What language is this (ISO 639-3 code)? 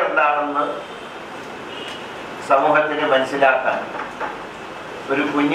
mal